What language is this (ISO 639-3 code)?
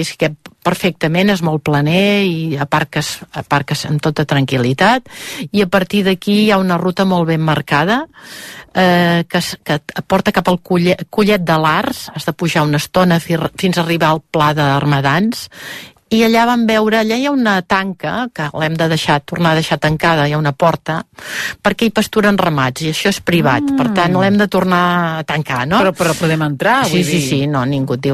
cat